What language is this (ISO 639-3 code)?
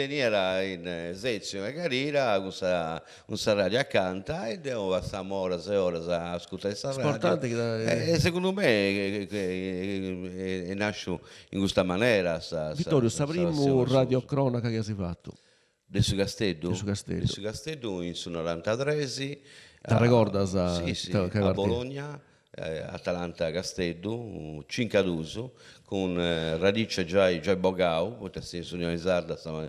srd